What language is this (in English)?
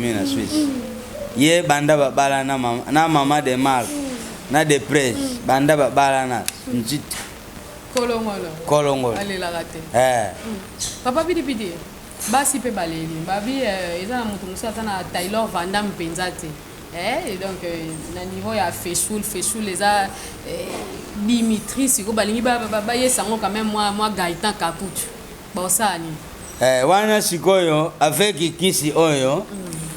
Lingala